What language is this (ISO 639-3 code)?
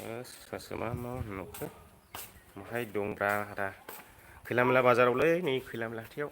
brx